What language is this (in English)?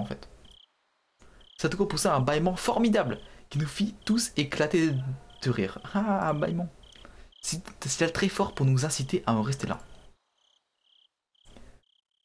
French